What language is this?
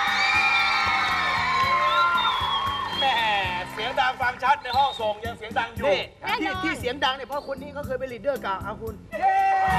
Thai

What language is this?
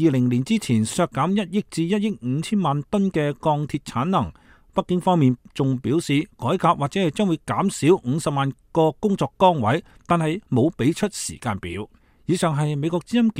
Cantonese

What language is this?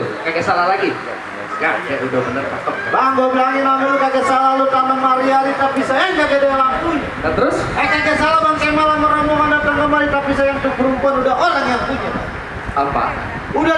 Betawi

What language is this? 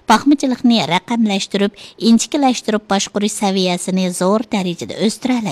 Uyghur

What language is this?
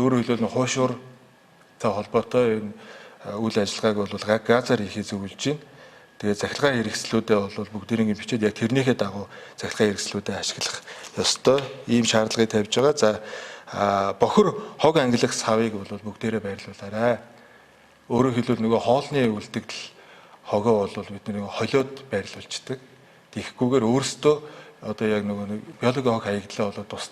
Mongolian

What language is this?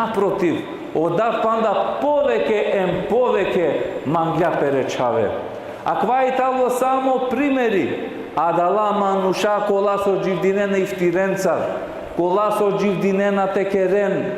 Balkan Romani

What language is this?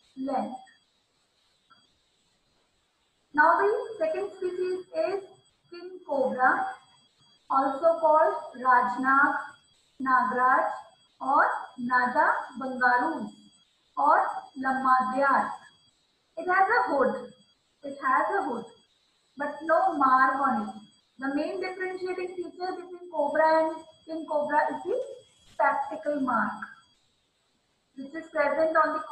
English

